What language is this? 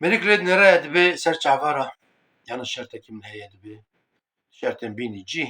Kurdish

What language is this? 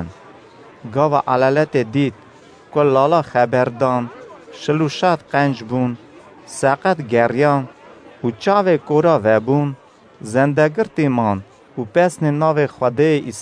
Kurdish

